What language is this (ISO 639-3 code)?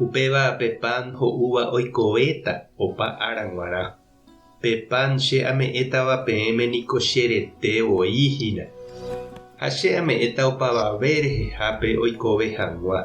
grn